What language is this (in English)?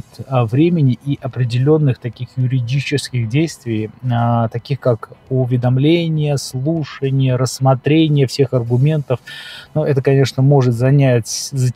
Russian